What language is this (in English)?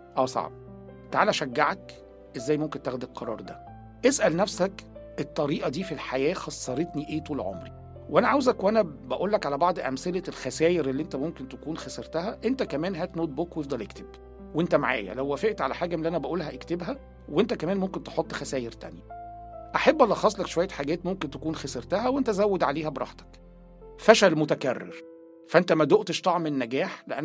Egyptian Arabic